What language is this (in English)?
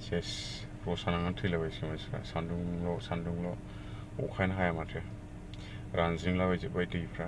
Bodo